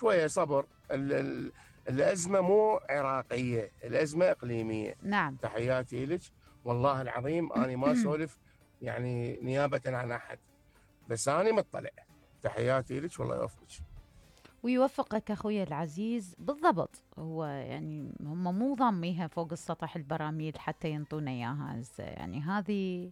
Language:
Mesopotamian Arabic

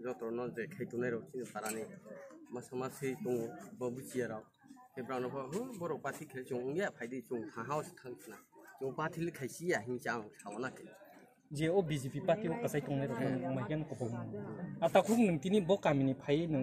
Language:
Kok Borok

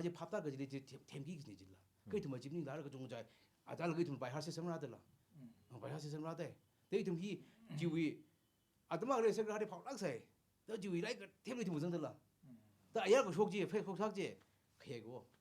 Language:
Tangkhul Naga (India)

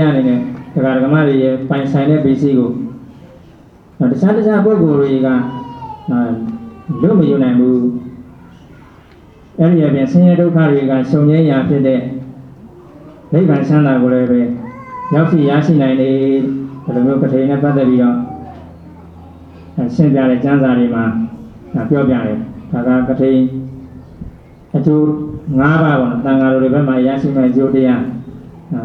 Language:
Burmese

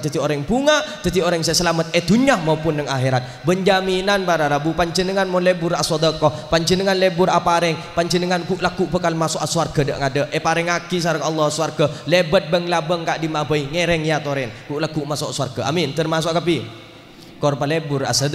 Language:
Madurese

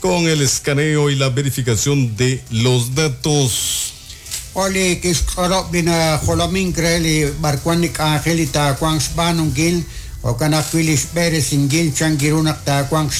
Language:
Kekchí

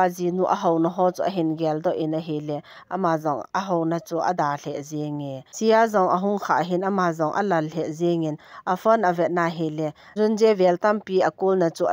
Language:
Thado Chin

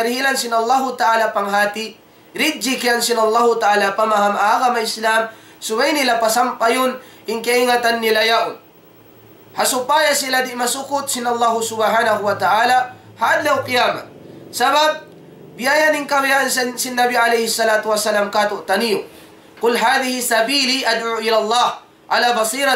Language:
Tausug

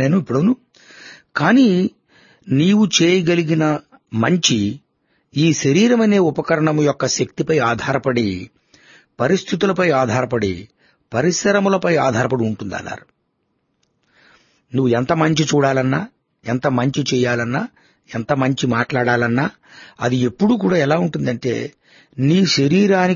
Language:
Telugu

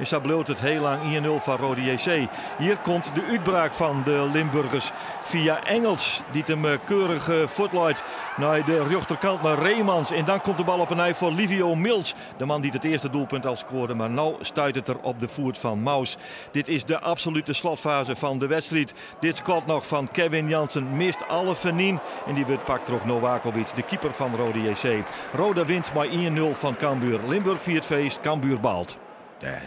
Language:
Western Frisian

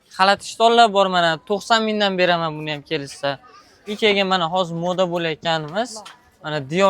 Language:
Uzbek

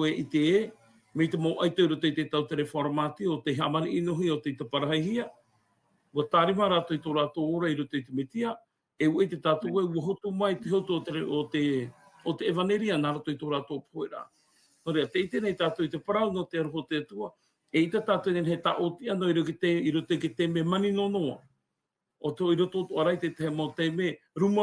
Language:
Tahitian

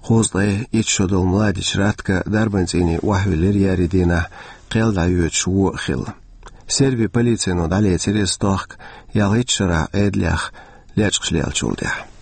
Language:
Chechen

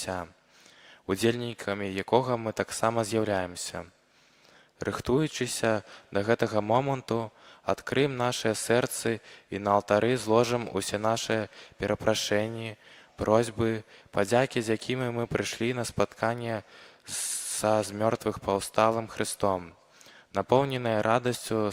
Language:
Belarusian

